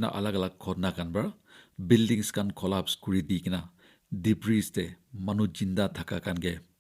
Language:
Naga Pidgin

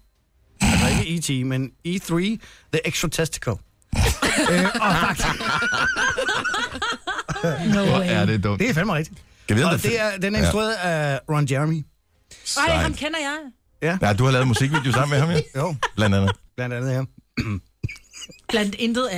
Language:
Danish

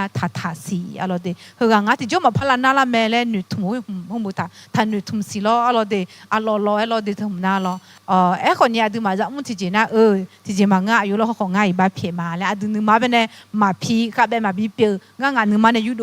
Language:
Akha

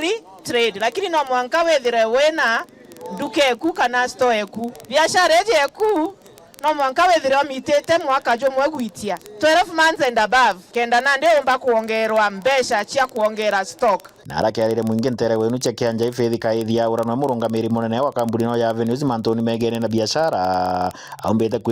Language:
Meru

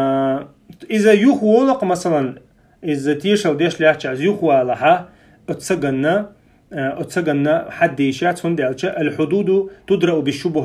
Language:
Chechen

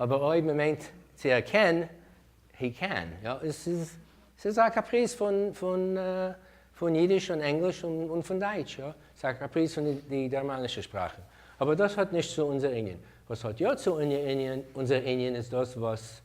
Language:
Yiddish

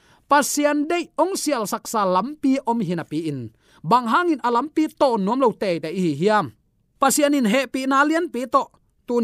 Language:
Tedim Chin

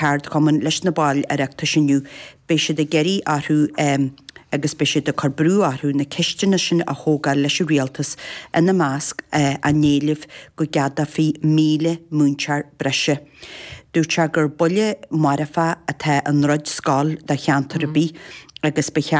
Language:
Irish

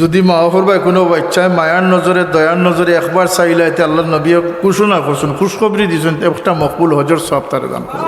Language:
Sylheti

